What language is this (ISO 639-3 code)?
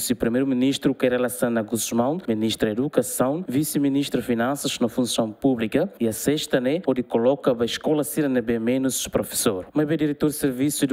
tet